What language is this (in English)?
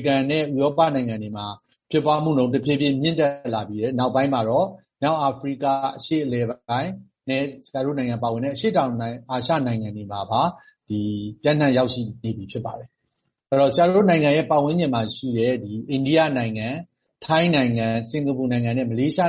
Burmese